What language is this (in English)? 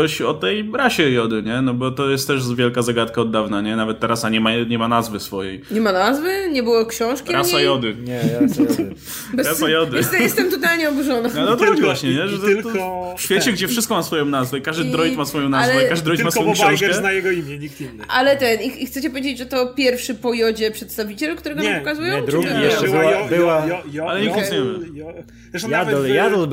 Polish